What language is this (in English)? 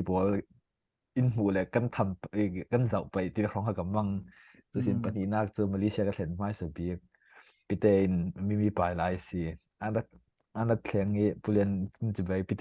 Falam Chin